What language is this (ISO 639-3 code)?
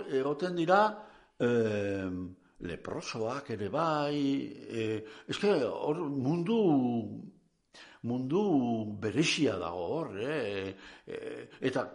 eus